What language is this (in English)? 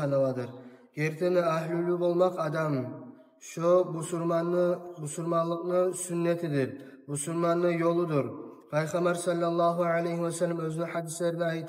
Kumyk